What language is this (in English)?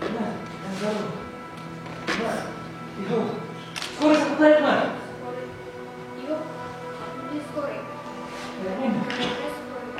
Bashkir